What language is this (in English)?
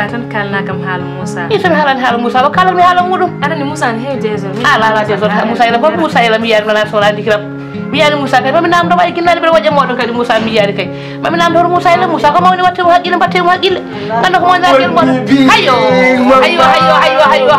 Fula